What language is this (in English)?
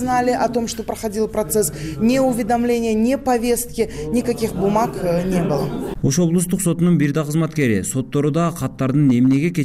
Kyrgyz